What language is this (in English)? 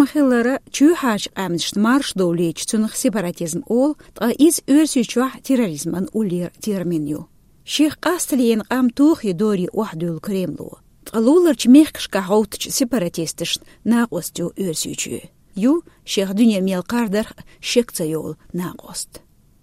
Chechen